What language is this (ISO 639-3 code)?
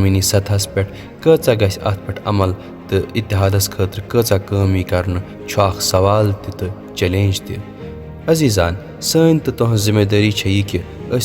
kas